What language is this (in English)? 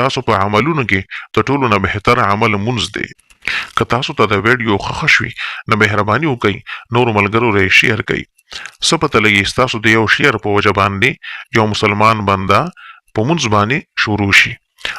Pashto